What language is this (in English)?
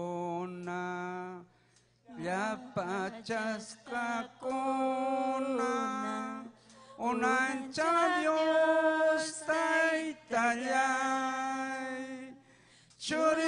Ayacucho Quechua